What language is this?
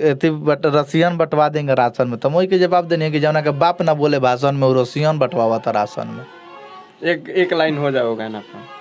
Bhojpuri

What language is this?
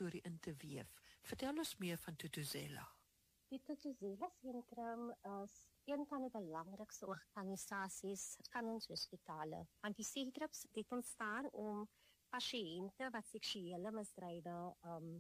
Afrikaans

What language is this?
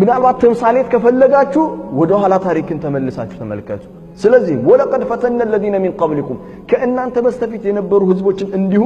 Amharic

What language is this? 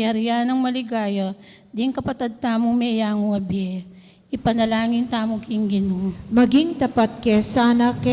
Pampanga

